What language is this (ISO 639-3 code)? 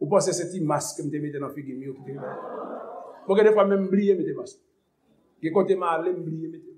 hat